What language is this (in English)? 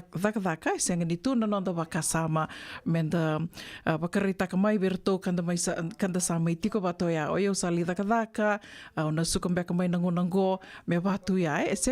Fijian